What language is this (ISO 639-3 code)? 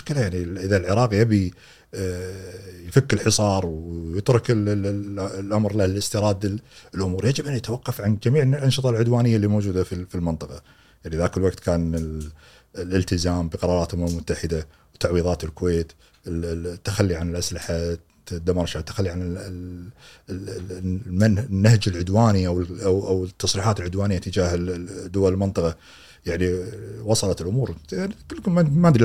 afb